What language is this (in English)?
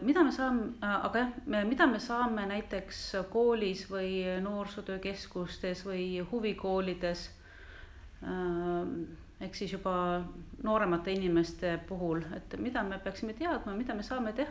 Estonian